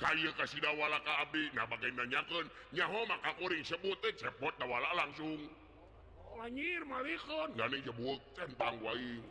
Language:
Sundanese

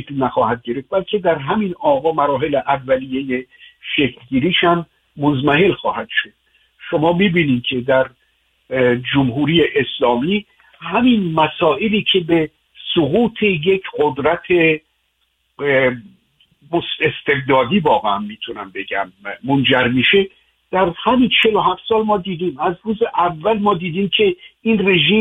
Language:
Persian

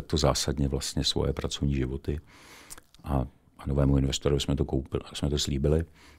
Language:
Czech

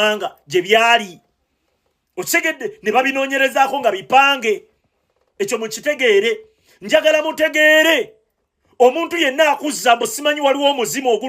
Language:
Ganda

